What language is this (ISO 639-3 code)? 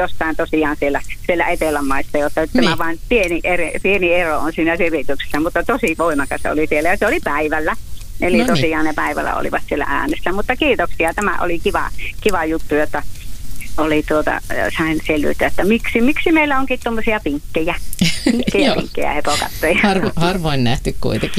fin